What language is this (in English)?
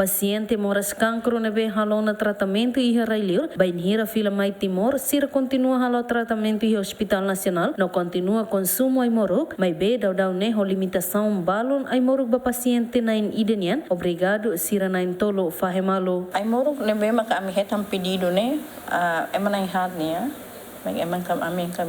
Tetum